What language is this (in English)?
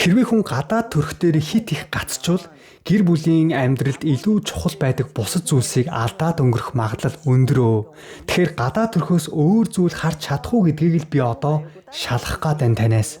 Mongolian